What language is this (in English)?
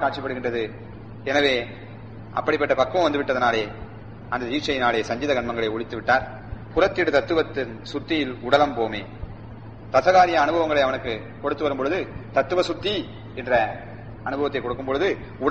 Tamil